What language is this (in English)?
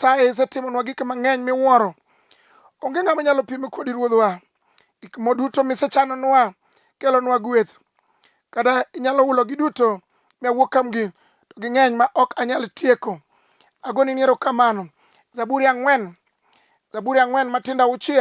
Luo (Kenya and Tanzania)